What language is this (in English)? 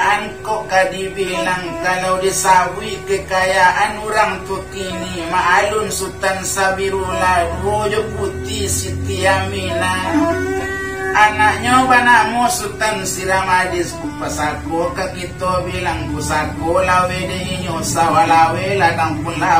Minangkabau